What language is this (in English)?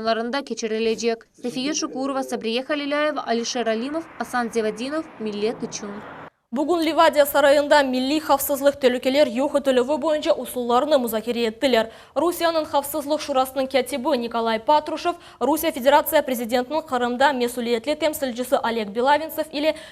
Crimean Tatar